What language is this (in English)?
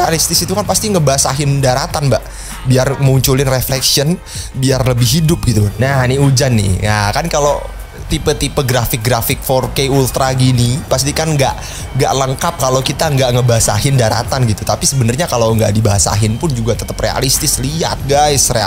Indonesian